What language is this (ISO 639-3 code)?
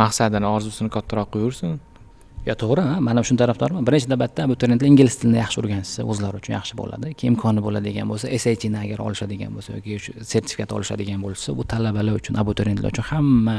uzb